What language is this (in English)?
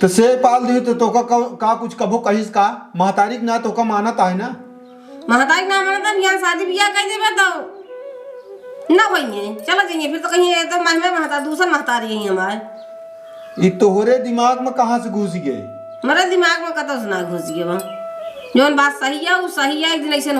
Awadhi